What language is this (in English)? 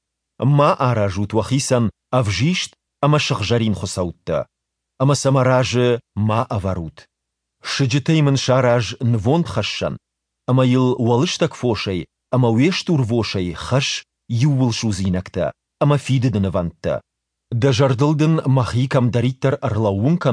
Ossetic